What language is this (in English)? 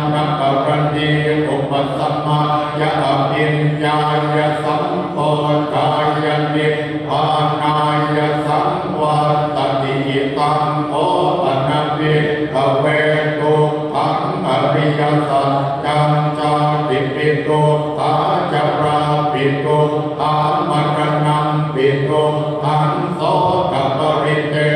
Pali